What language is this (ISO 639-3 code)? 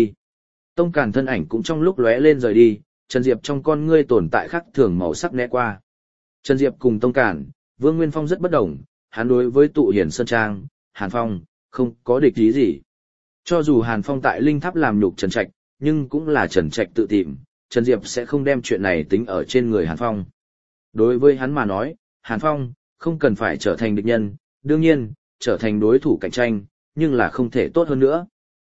vie